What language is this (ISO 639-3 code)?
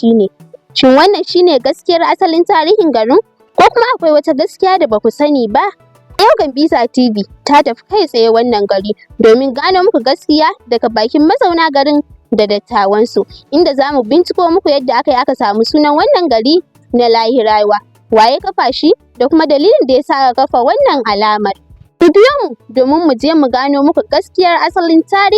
hau